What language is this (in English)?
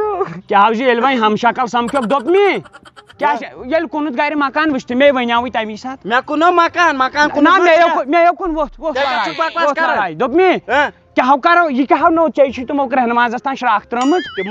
Kashmiri